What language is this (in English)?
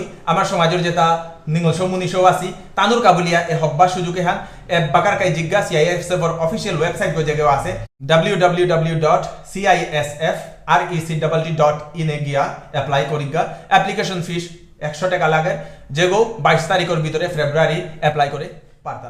Bishnupriya